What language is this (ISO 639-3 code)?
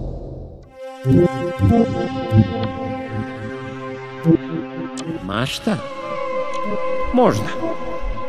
srp